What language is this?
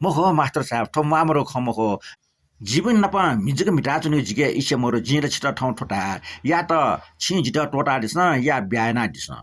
Newari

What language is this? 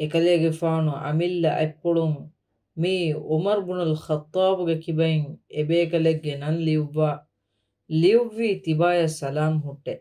Divehi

